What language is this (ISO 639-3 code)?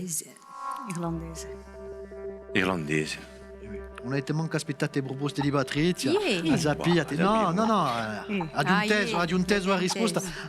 cos